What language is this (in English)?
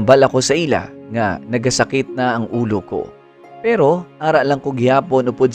Hiligaynon